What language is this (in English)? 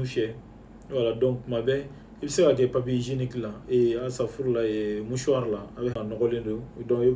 Bambara